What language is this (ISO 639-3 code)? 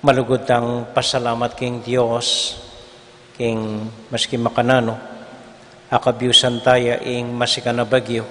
pam